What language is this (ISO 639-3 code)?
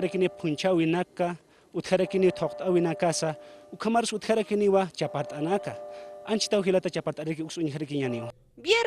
aym